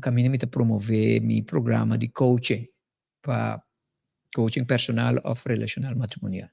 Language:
Papiamento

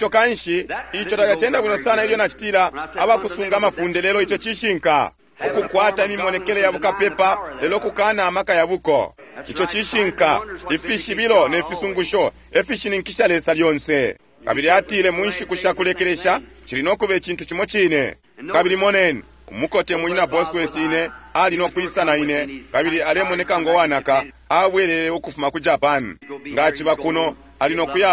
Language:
Bemba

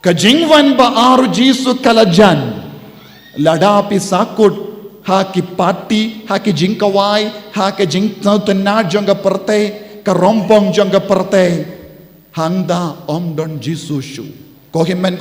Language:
Khasi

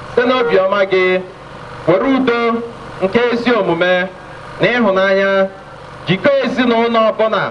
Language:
Igbo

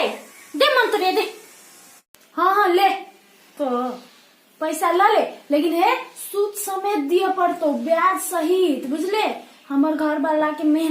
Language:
Maithili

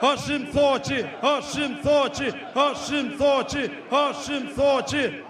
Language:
Albanian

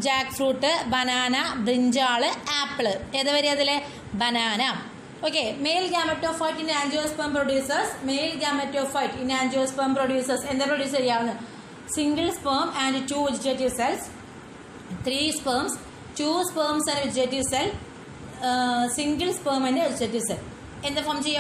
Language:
Malayalam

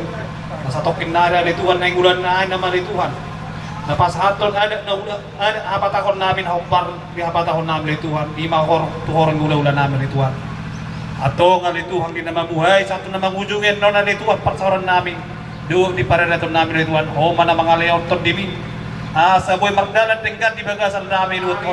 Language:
Batak Toba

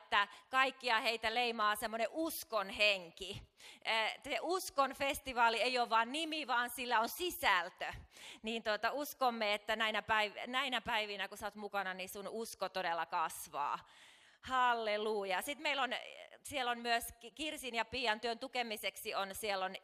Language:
Finnish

